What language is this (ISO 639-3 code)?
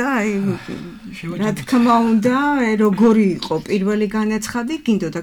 kat